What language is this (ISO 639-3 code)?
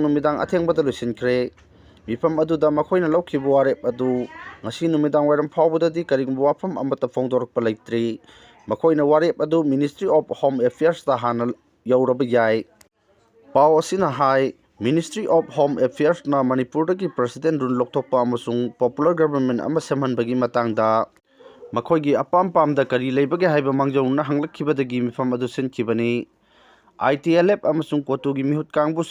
mni